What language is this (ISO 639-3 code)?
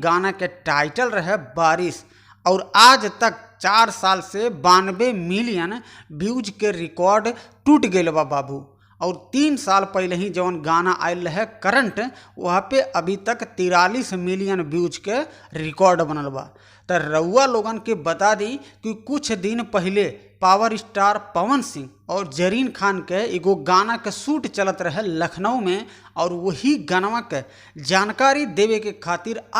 bho